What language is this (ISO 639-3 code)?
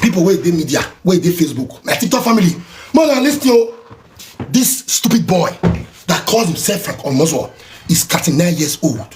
pcm